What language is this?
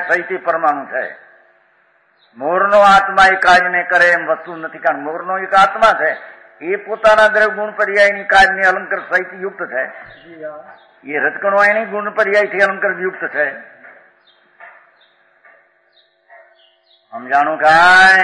Gujarati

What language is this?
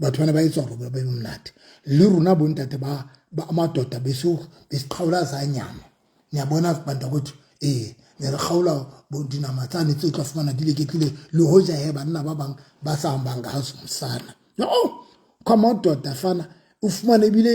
Southern Sotho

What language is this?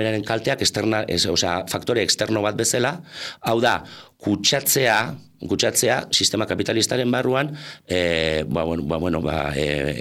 Basque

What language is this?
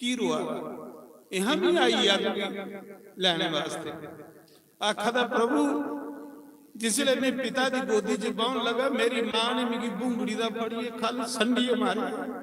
Dogri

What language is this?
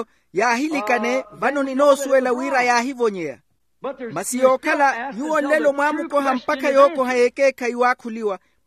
Makhuwa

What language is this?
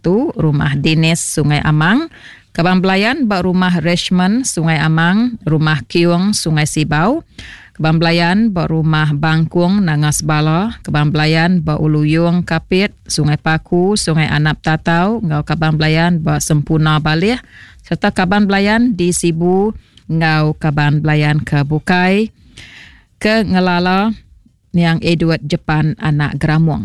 Iban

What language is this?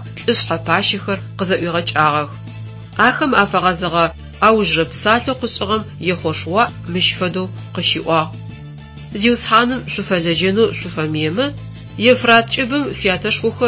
Adyghe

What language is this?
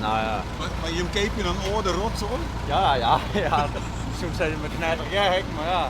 Western Frisian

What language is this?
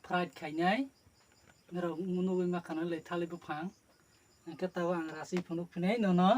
Kok Borok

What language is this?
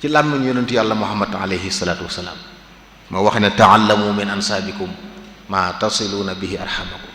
Wolof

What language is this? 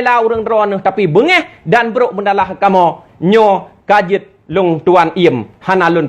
Achinese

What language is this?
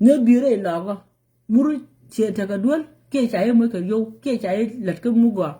Nuer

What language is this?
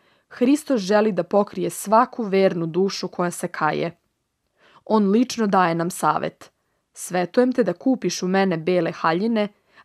Serbian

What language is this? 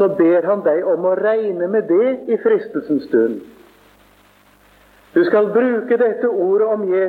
Norwegian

